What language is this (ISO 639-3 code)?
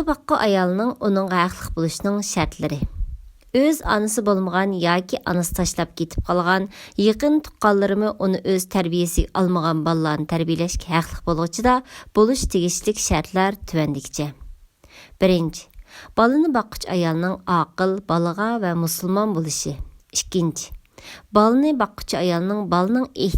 uig